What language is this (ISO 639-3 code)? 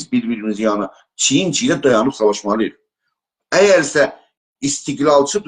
azb